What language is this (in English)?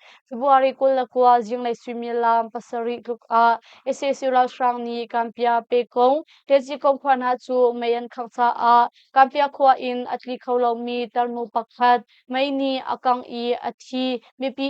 Hakha Chin